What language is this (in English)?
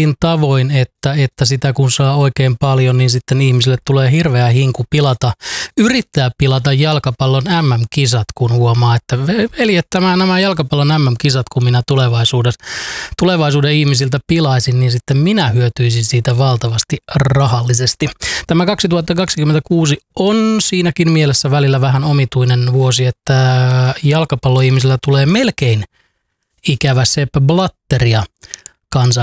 Finnish